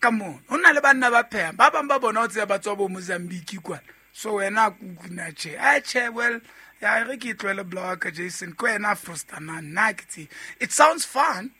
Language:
Southern Sotho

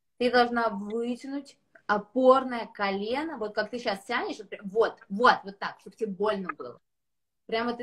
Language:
Russian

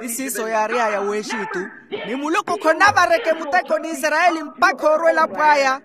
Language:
Makhuwa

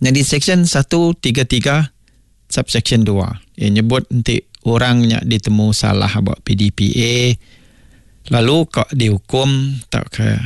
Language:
Iban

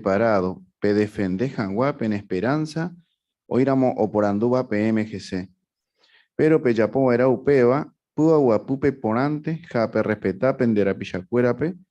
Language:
Guarani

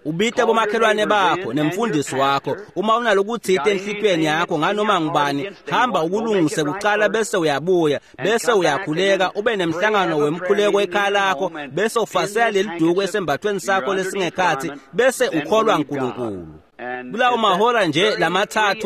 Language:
Swati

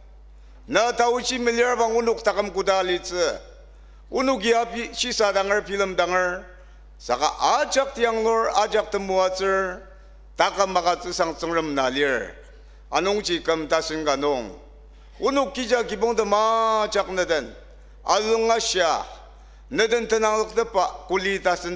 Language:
Ao Naga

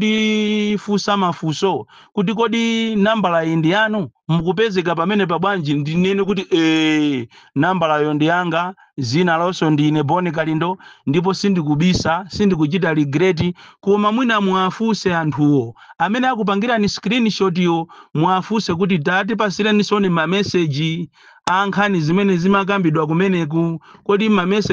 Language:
Nyanja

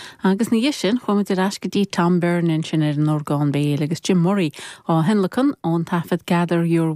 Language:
Irish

